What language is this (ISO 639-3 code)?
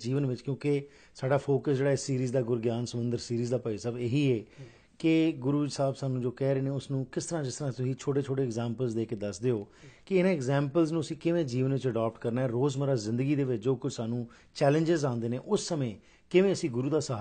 pan